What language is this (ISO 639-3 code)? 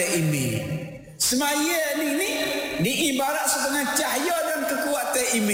msa